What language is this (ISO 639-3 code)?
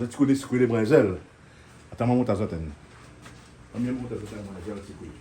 rcf